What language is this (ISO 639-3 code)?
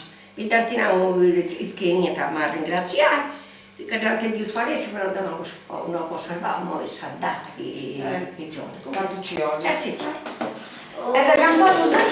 srd